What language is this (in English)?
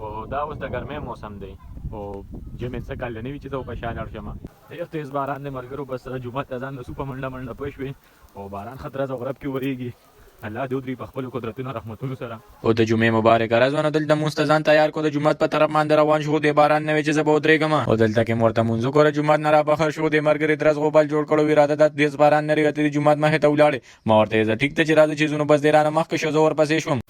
Pashto